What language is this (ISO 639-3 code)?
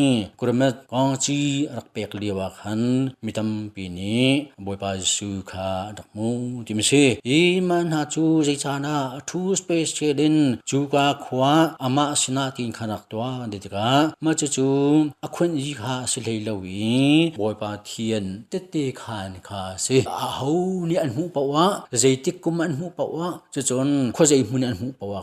cnh